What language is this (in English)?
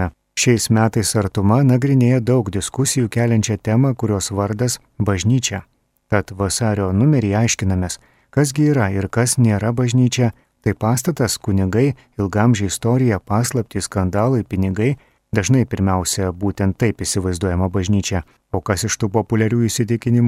Lithuanian